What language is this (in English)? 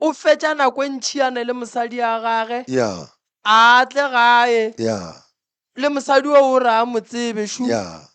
Northern Sotho